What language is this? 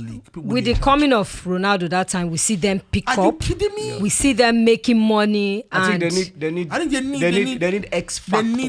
Nigerian Pidgin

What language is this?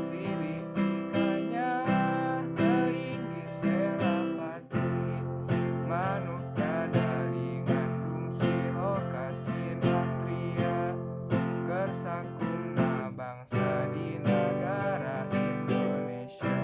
Sundanese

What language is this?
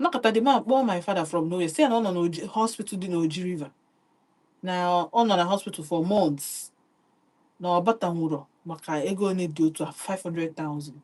Igbo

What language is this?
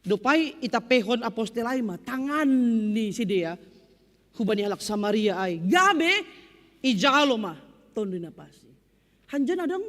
Batak Simalungun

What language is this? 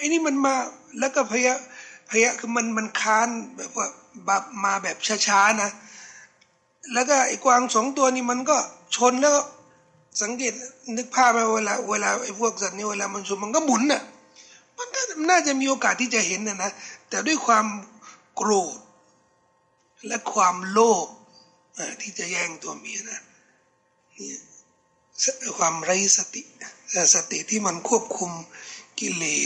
Thai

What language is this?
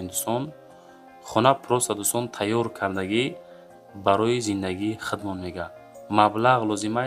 Tajik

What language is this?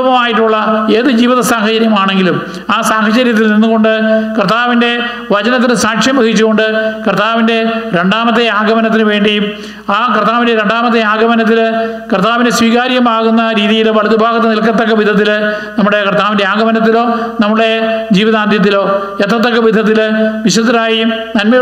Malayalam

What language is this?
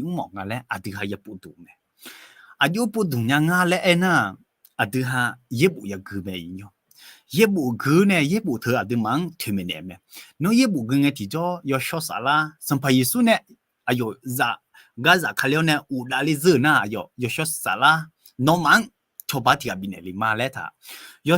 Akha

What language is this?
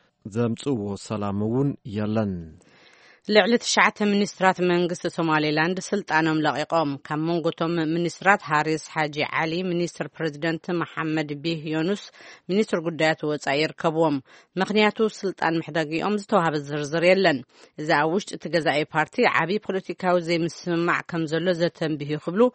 Tigrinya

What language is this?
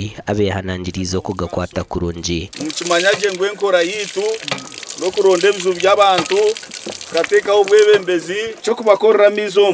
Nyankole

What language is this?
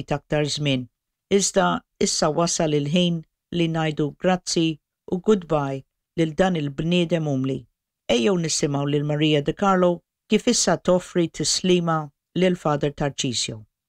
Maltese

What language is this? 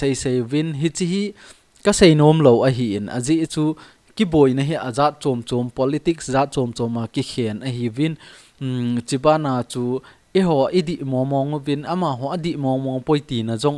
Thado Chin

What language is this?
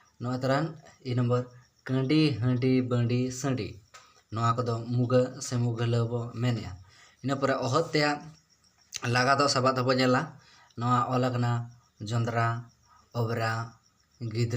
Santali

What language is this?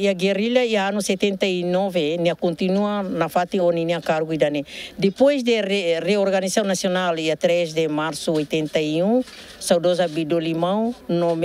Tetum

